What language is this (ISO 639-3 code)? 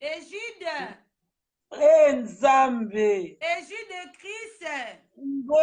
lin